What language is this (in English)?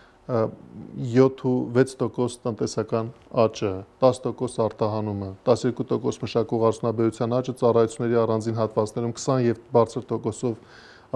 Armenian